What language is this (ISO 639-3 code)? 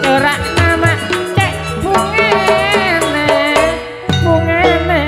mad